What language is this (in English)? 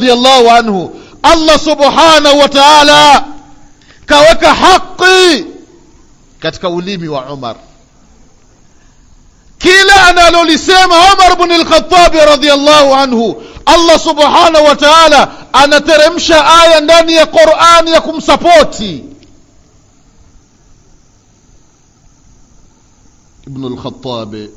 Swahili